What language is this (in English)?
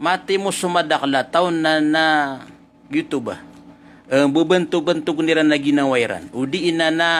Maranao